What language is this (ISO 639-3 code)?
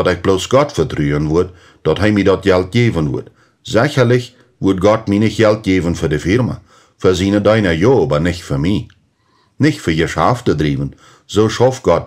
pdt